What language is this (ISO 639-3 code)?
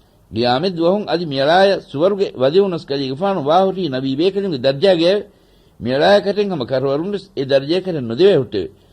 div